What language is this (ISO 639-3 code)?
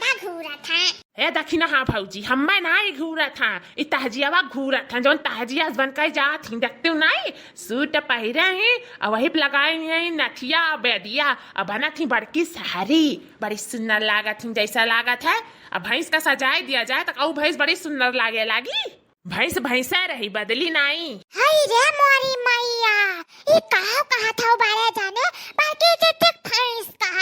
awa